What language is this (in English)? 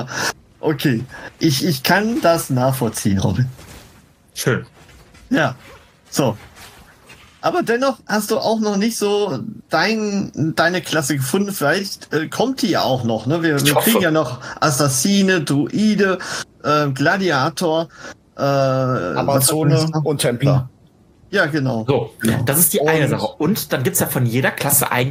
German